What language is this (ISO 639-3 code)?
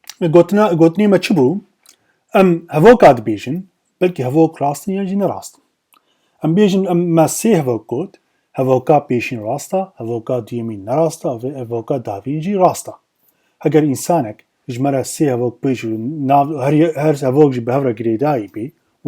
kur